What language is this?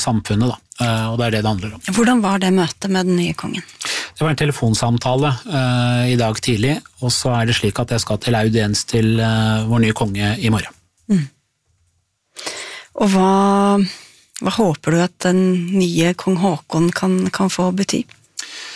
Norwegian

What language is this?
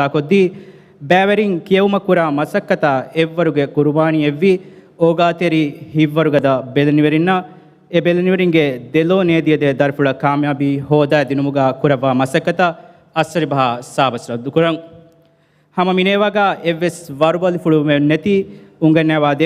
Divehi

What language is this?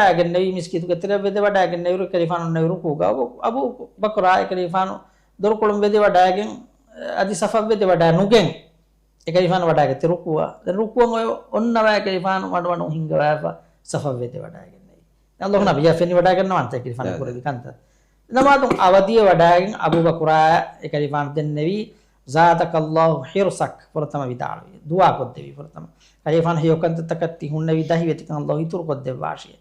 Divehi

